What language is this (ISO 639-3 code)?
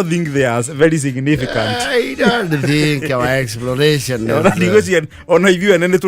kik